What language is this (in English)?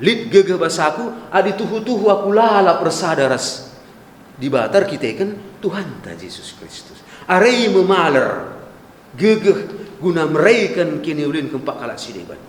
Batak Karo